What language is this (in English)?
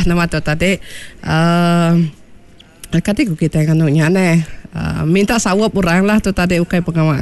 Iban